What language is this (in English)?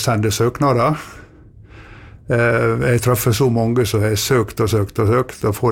Norwegian